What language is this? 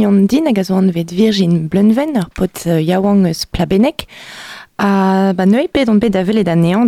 Breton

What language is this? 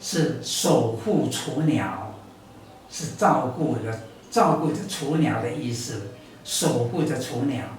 Taroko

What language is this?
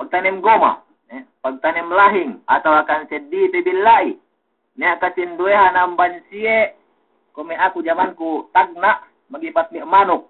Yakan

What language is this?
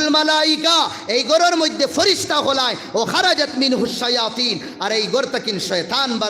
Sylheti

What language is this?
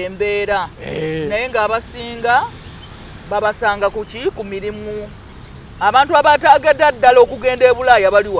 Ganda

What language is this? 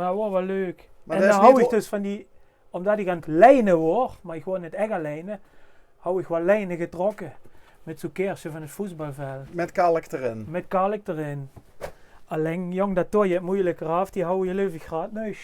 Limburgish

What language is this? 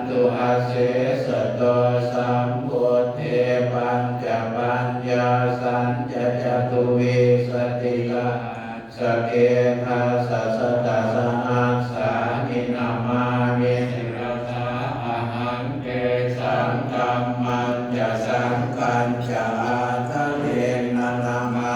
Pali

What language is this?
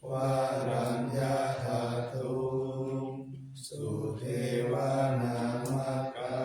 Pali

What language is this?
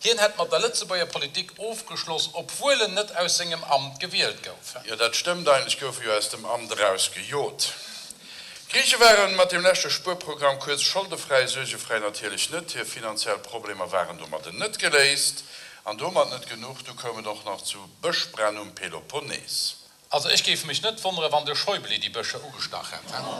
Luxembourgish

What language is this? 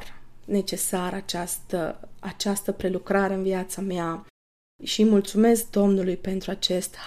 Romanian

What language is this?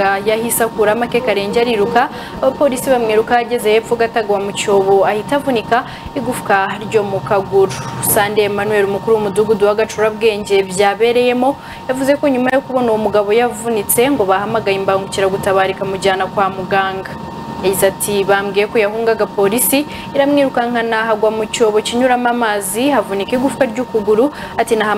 Kinyarwanda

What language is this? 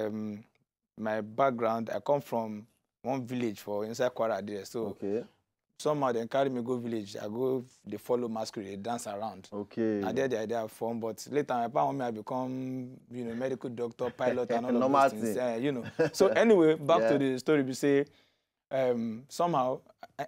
Nigerian Pidgin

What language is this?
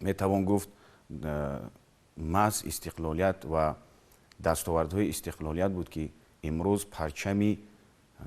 Tajik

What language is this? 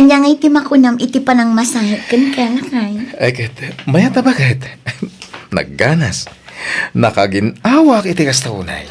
Iloko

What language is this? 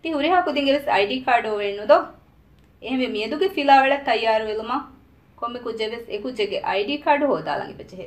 Divehi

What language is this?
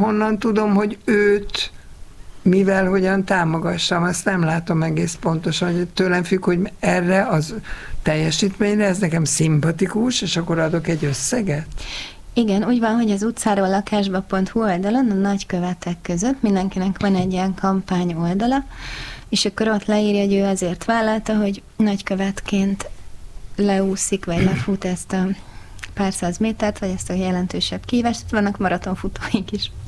Hungarian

